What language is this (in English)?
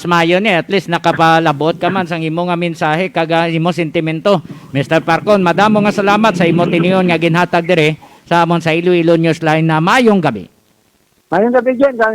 Hiligaynon